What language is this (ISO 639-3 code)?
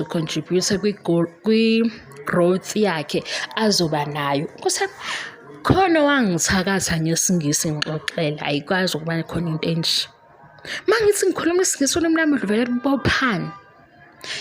zul